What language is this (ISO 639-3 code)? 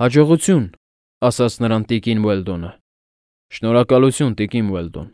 hye